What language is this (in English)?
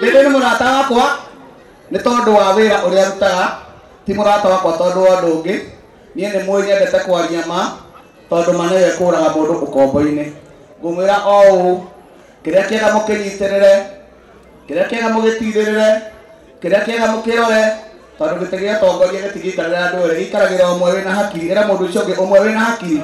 Kikuyu